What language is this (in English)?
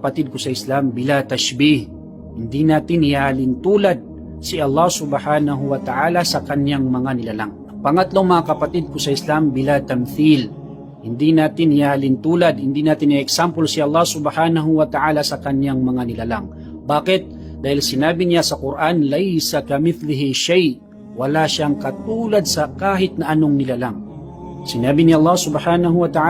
Maranao